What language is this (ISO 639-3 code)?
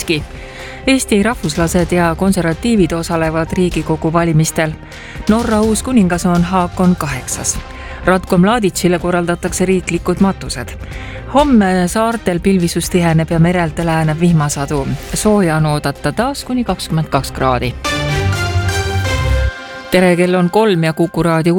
est